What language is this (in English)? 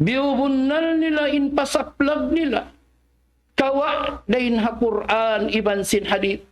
Tausug